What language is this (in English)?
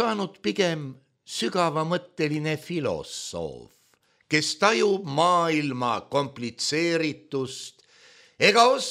Estonian